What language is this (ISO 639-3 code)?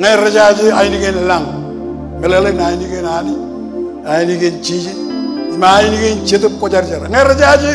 mah